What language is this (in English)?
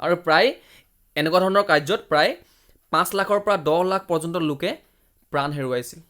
Assamese